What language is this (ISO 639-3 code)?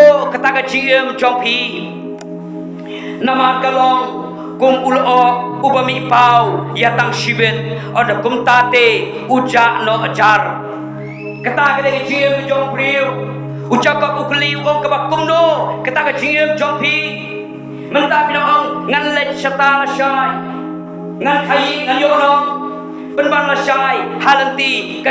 kha